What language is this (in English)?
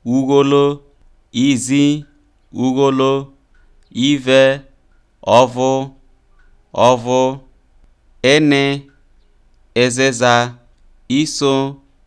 Isoko